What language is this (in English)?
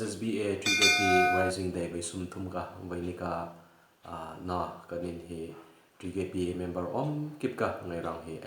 Hmar